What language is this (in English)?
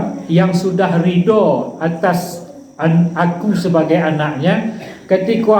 Minangkabau